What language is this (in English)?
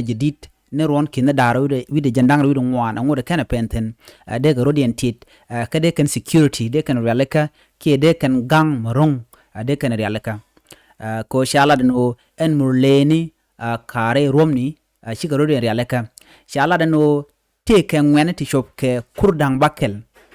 Nuer